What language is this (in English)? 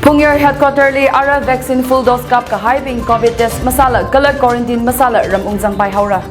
Tangkhul Naga (India)